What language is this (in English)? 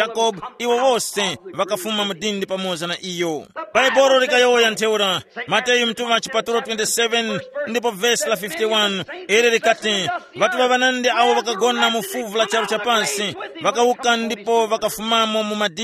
Tumbuka